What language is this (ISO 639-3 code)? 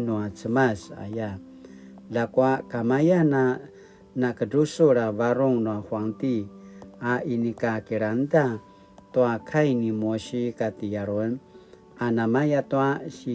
pwn